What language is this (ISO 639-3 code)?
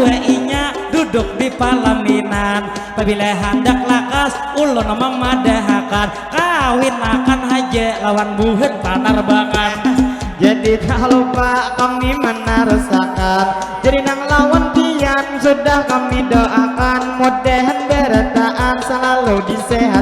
bjn